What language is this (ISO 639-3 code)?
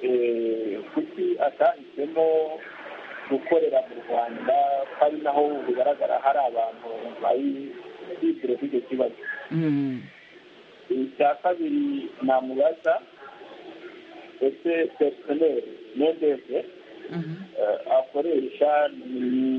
kin